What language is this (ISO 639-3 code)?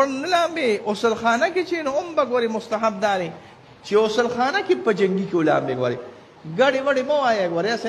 pus